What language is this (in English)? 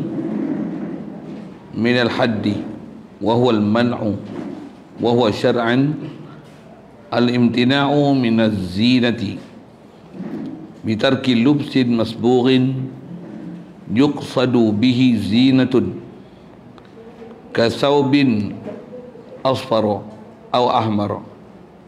Malay